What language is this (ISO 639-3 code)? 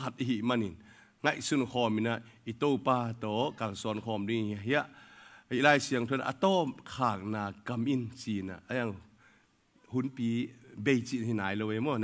ctd